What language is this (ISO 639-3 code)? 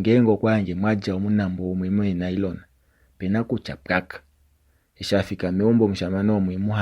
kua